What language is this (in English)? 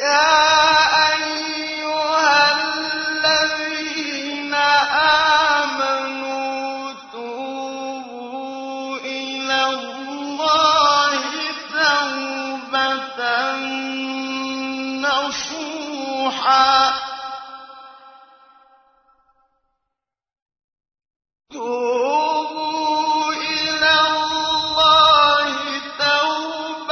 Arabic